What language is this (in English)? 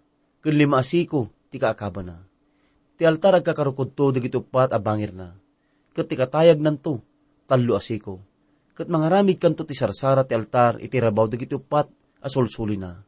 Iloko